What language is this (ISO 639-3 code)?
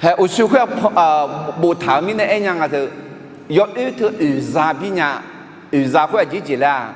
ahk